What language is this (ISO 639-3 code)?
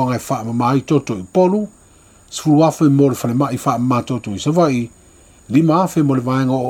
smo